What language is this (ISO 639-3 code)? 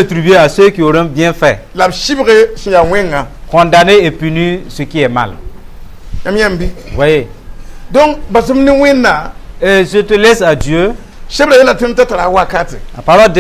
mos